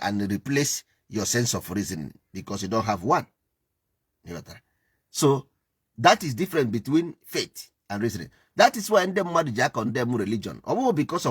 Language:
Igbo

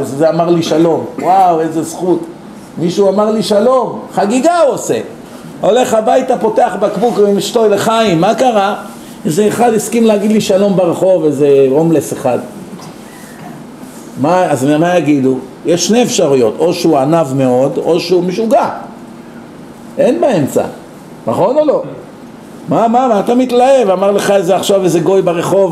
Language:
Hebrew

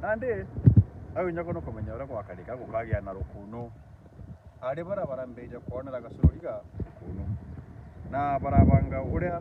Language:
Meru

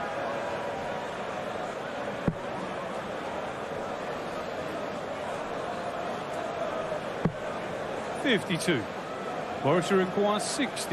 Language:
Hungarian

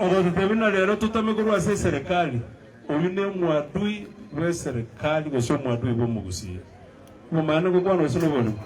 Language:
Gusii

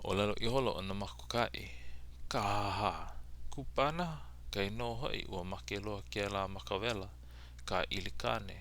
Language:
Hawaiian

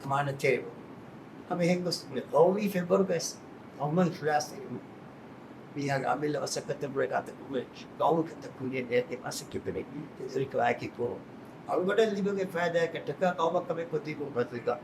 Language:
Divehi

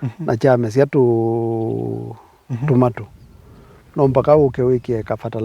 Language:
Kamba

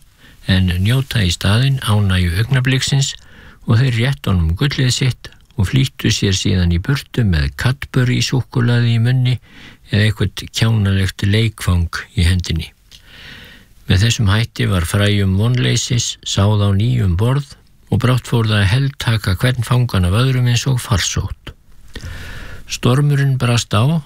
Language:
Icelandic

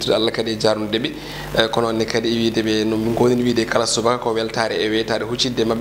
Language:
Fula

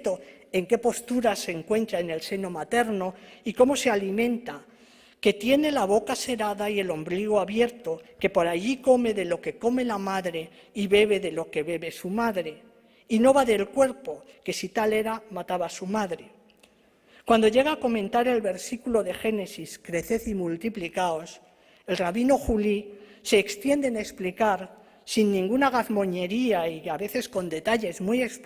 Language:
Ladino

